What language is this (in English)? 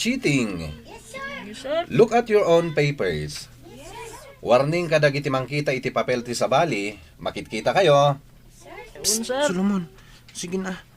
Iloko